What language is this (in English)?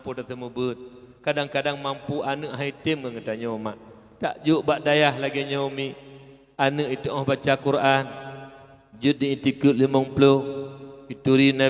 Achinese